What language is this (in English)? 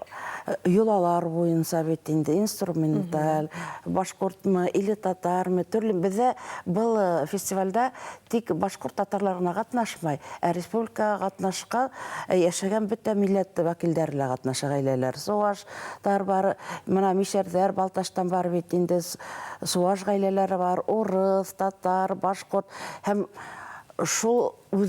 Bashkir